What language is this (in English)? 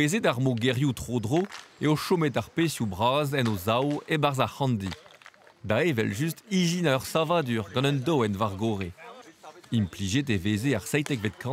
Breton